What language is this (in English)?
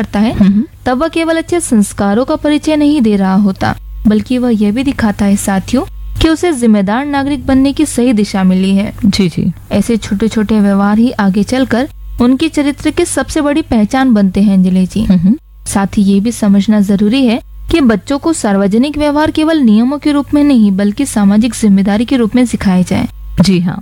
Hindi